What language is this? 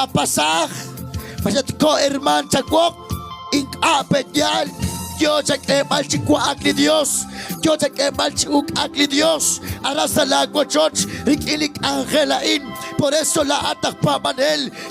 Kekchí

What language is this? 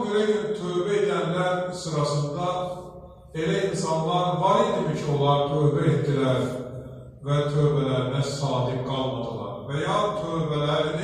Azerbaijani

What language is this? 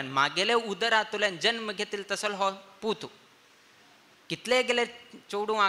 Konkani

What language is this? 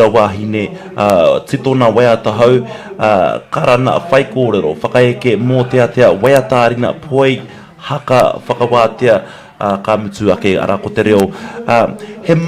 Māori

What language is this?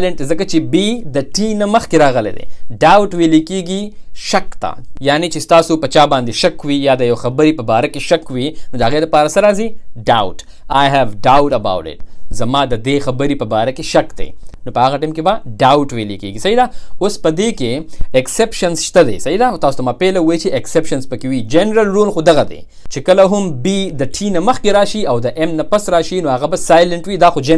Pashto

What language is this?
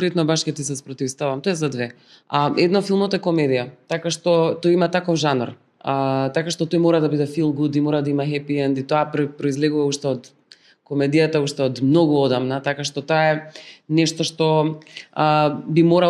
Macedonian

